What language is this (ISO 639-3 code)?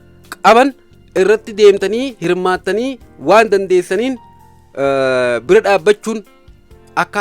orm